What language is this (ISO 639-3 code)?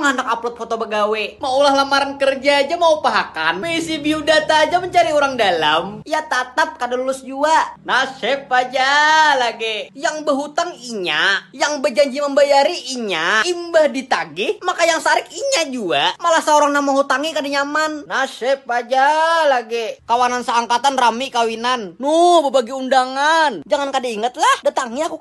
bjn